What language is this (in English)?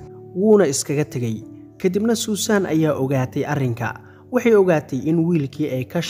Somali